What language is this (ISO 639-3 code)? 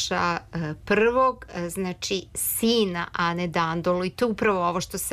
srp